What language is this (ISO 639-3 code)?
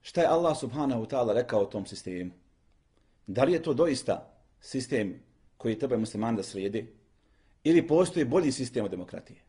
bos